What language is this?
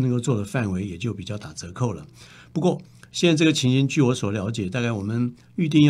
Chinese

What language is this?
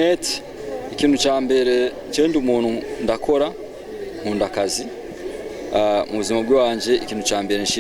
Rundi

